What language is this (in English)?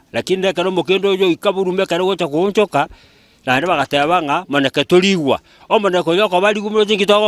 Gusii